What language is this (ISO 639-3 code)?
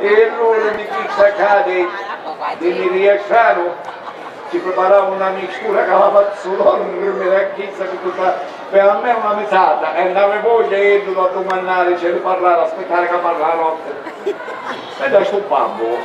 scn